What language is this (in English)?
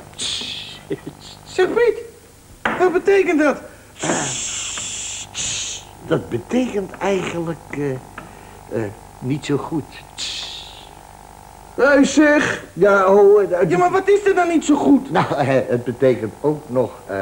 Dutch